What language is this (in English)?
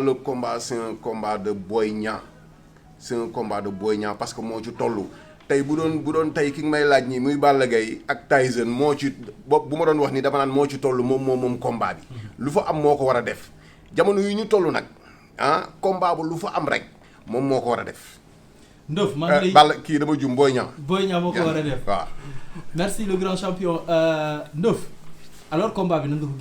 Wolof